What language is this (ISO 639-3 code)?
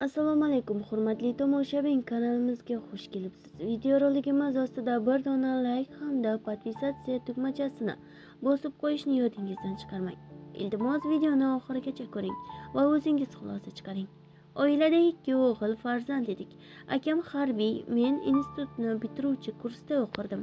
uzb